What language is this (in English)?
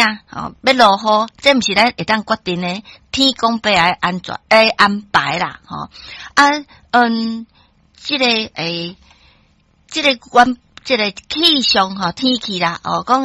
Min Nan Chinese